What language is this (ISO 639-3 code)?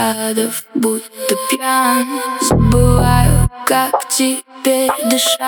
rus